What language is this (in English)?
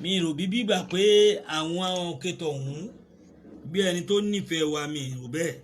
Yoruba